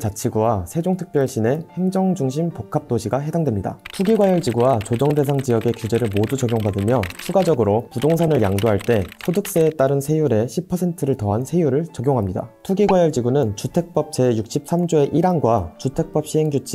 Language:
Korean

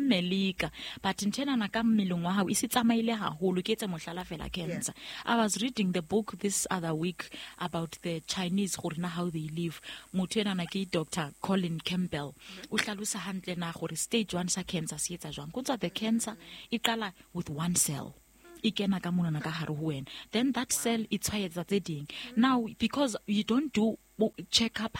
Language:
Southern Sotho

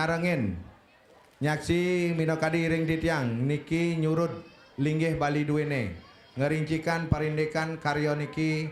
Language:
Balinese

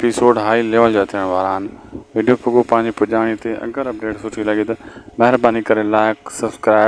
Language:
Sindhi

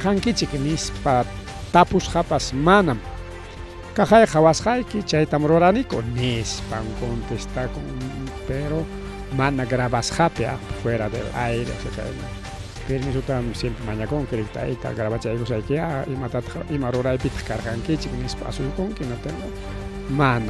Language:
Ayacucho Quechua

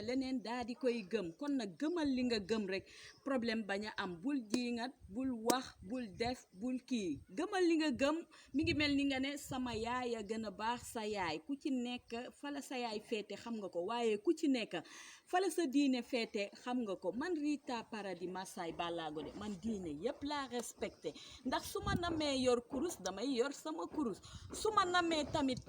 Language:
Wolof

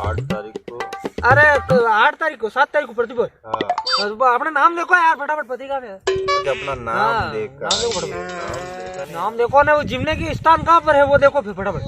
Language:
Rajasthani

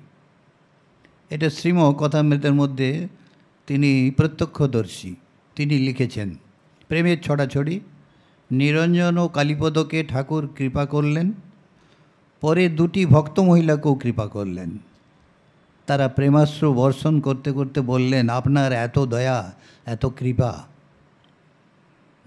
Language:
Bangla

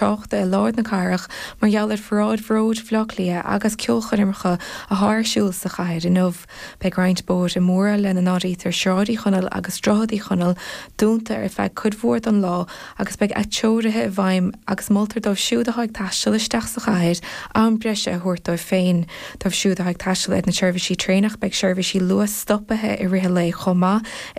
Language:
Irish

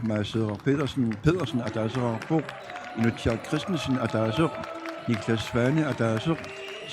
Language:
Kalaallisut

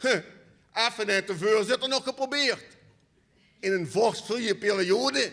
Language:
Limburgish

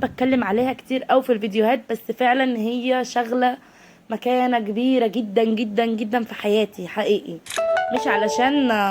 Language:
Egyptian Arabic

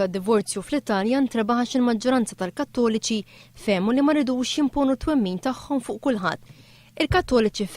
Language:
Maltese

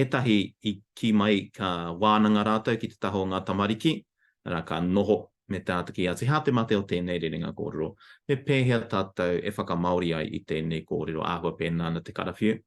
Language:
Māori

